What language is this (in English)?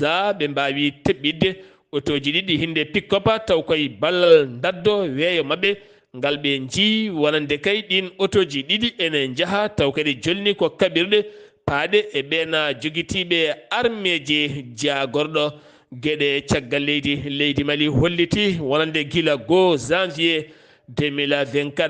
Fula